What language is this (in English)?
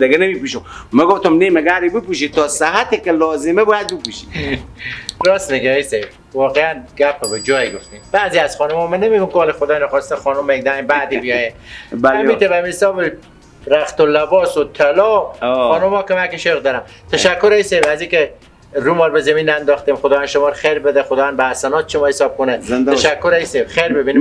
Persian